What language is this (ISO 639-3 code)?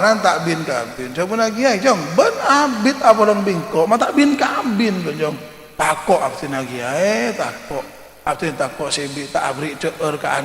mad